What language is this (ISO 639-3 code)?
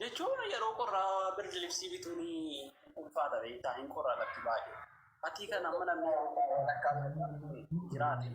orm